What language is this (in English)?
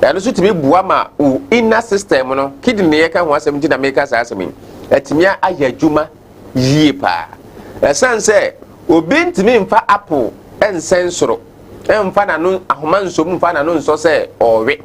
Akan